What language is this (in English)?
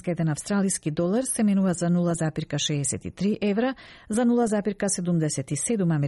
Macedonian